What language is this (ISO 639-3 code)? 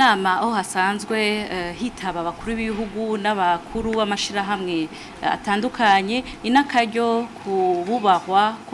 run